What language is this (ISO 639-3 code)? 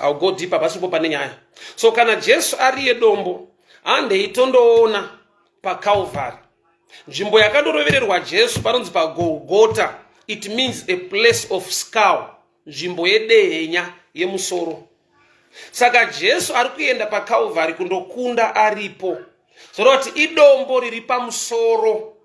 sna